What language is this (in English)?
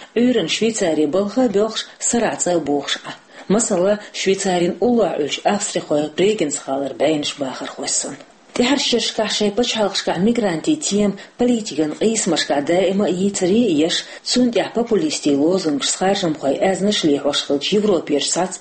Chechen